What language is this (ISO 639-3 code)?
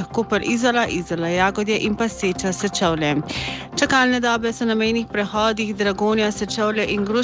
slv